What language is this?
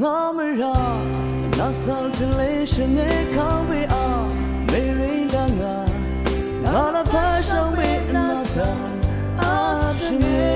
Rawang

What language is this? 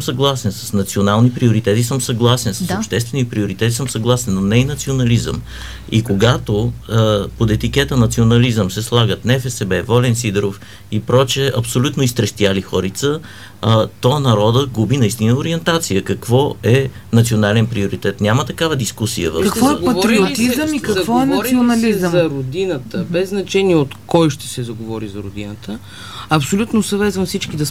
Bulgarian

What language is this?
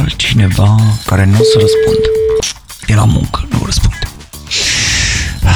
Romanian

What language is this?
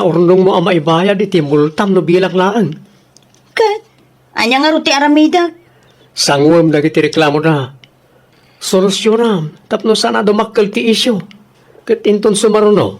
Iloko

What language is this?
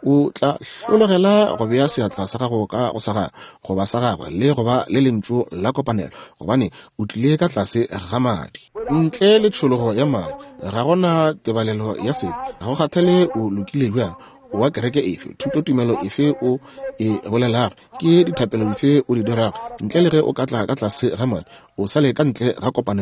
Northern Sotho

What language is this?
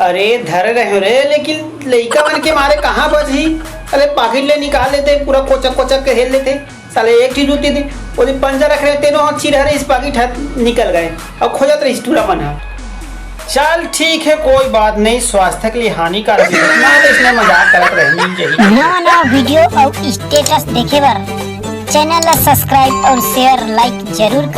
Chhattisgarhi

